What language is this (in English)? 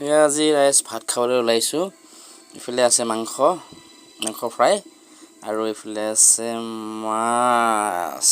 Assamese